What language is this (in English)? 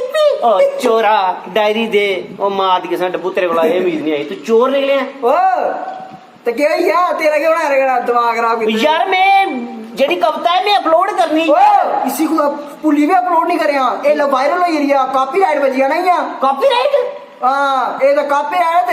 Dogri